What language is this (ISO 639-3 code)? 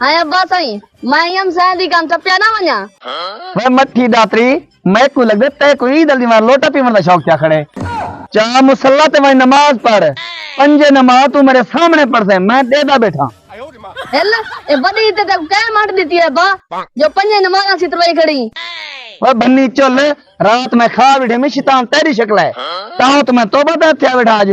skr